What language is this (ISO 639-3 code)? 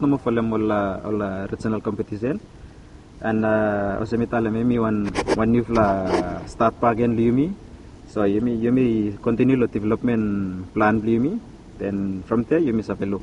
bis